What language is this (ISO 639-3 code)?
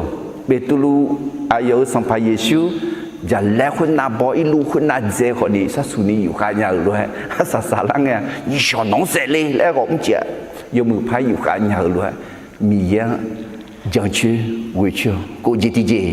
ahk